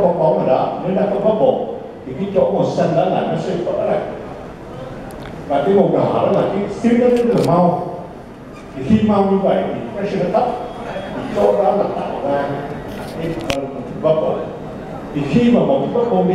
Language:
Vietnamese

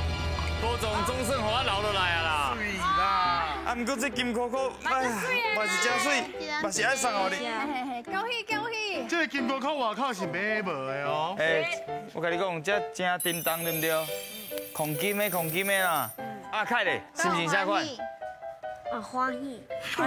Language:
Min Nan Chinese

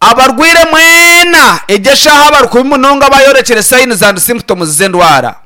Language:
Nyankole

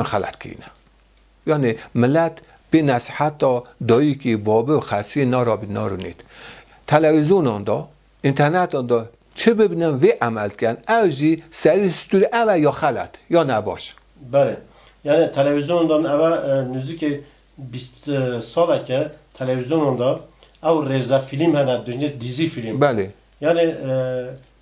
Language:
Kurdish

